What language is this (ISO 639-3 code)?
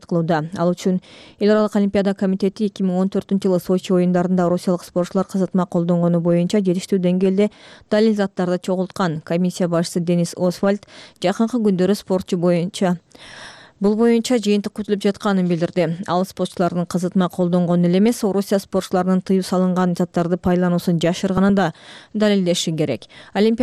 kir